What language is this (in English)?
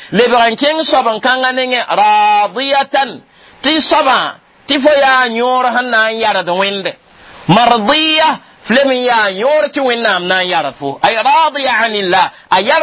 Mossi